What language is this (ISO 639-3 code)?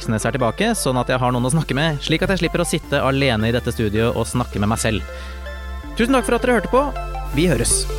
nor